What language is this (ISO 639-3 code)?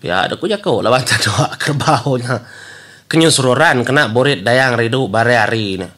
iba